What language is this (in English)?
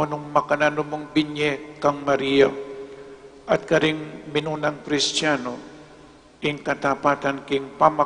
Pampanga